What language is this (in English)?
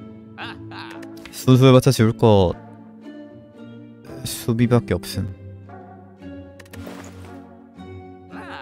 Korean